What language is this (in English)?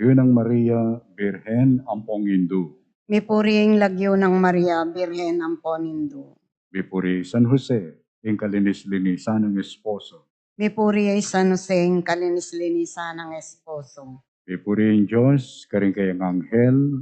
Pampanga